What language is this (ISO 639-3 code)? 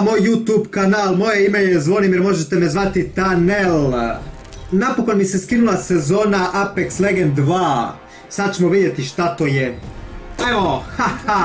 hrv